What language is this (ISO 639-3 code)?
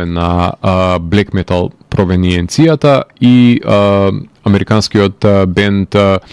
mkd